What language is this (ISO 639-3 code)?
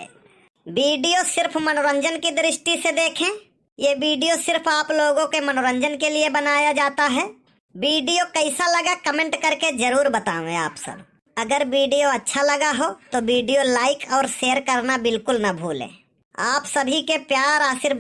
awa